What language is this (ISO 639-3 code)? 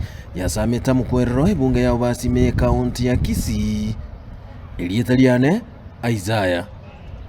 guz